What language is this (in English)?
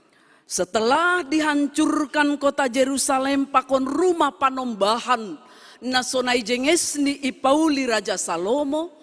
Batak Simalungun